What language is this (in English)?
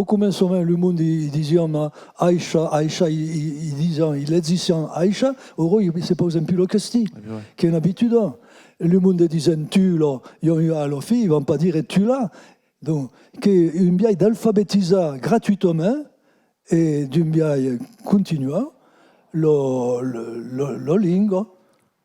Occitan